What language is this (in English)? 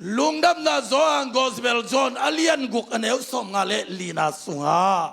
Tedim Chin